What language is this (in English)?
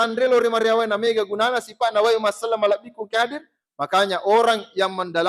Buginese